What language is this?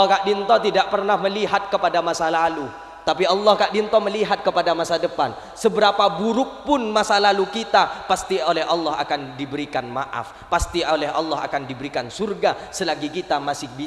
Madurese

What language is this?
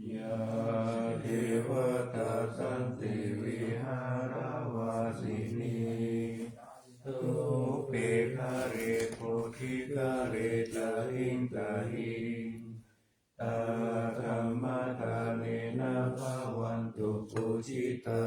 Pali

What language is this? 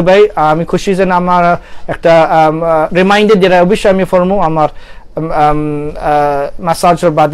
Sylheti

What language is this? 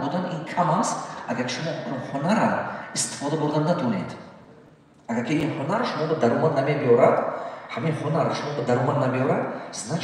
Tajik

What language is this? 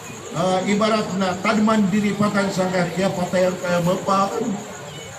Maranao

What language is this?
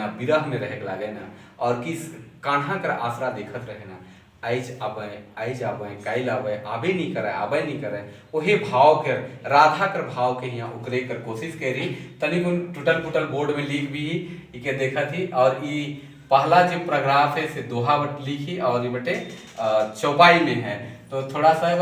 Sadri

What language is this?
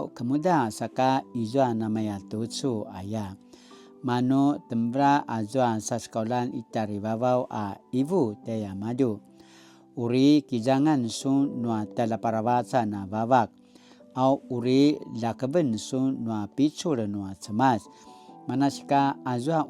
Paiwan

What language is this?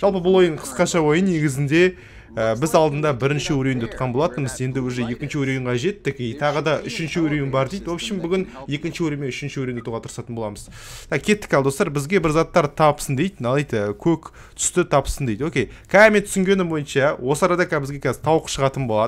Kazakh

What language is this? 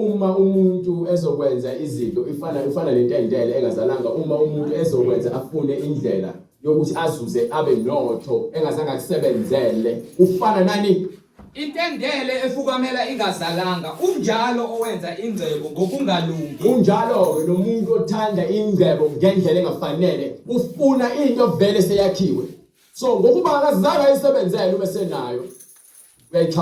Zulu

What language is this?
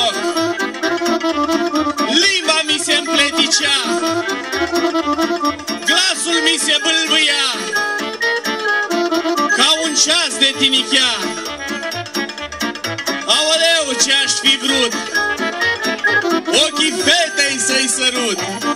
Romanian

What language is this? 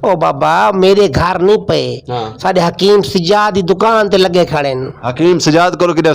Western Panjabi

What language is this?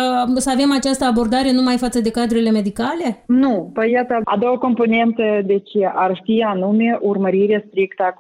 Romanian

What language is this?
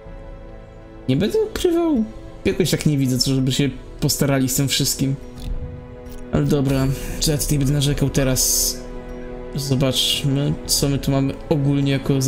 Polish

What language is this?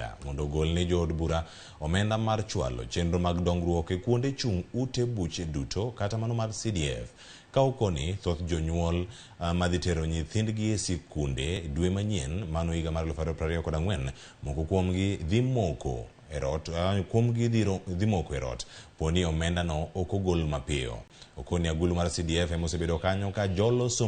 Luo (Kenya and Tanzania)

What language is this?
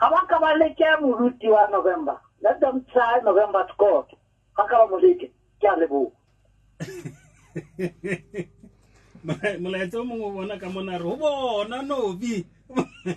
Southern Sotho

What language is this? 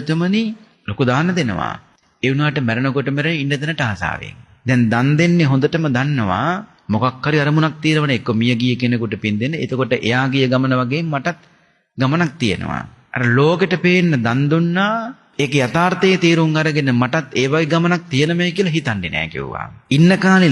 Sinhala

